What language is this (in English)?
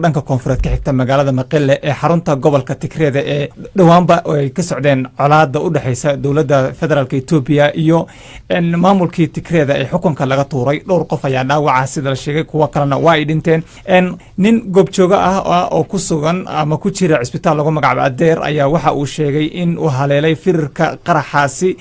Somali